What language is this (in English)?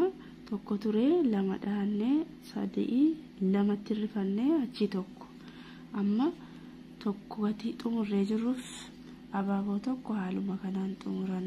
Oromo